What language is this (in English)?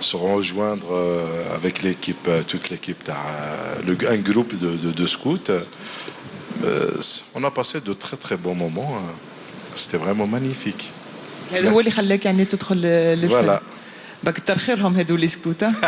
Algerian Arabic